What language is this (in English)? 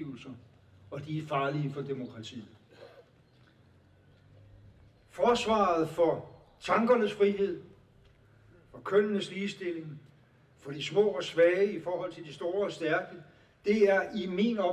Danish